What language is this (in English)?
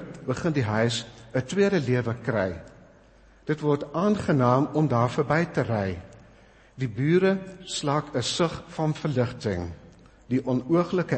Afrikaans